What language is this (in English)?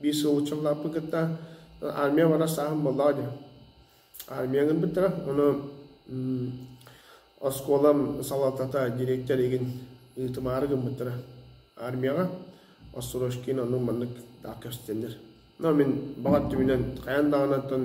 Yakut